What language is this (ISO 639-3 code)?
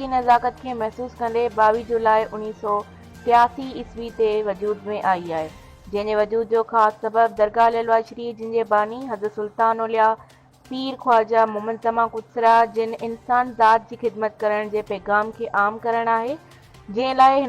snd